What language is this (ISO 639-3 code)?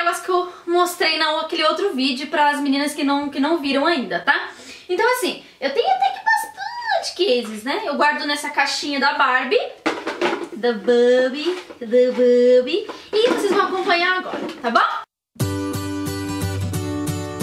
por